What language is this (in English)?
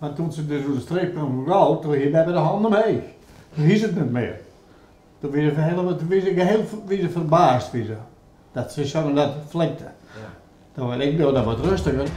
Western Frisian